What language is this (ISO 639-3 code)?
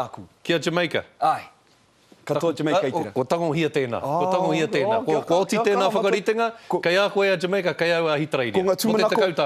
mri